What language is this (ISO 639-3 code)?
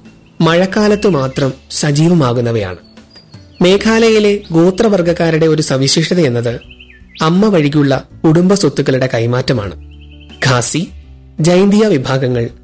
mal